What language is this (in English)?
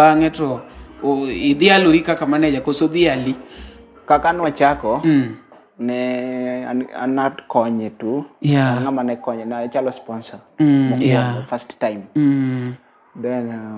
Luo (Kenya and Tanzania)